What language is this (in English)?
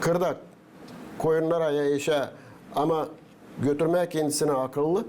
Gagauz